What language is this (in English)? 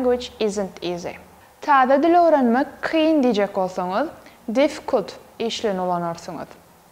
Turkmen